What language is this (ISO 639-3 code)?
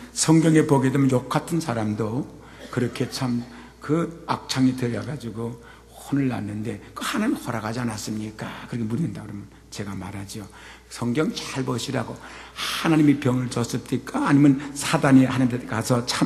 kor